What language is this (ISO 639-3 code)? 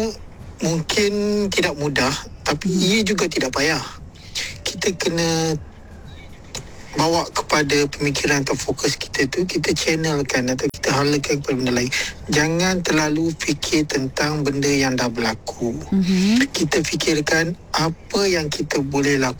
msa